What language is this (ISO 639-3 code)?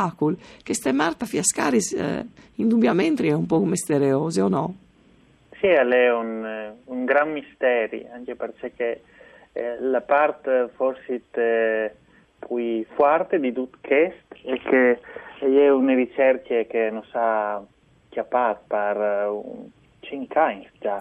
fur